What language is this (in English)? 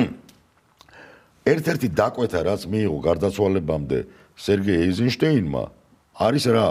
Georgian